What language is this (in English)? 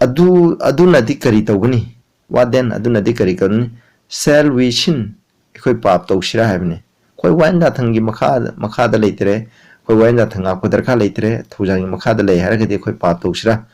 Manipuri